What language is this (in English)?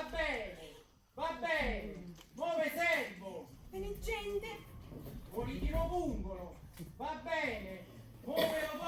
Neapolitan